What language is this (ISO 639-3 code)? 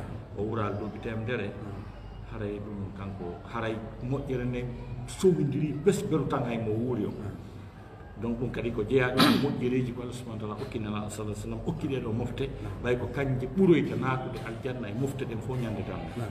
ful